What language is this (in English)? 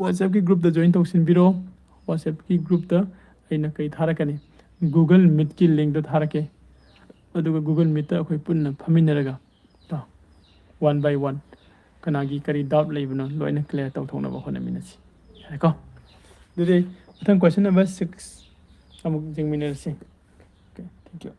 Manipuri